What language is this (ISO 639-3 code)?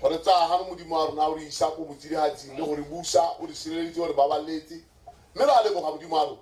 tsn